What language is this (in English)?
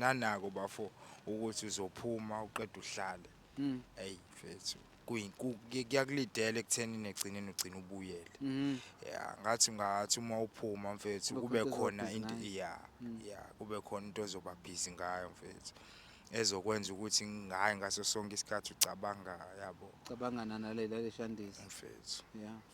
Zulu